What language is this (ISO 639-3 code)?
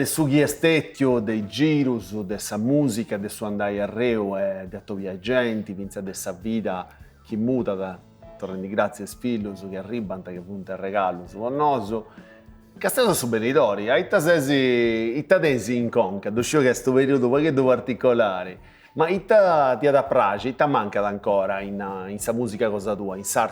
srd